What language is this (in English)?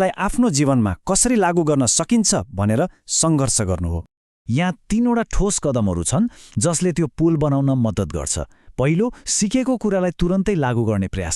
Nepali